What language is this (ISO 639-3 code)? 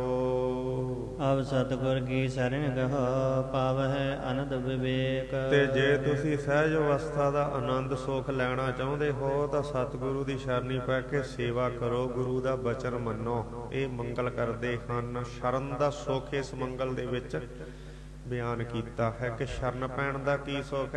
pan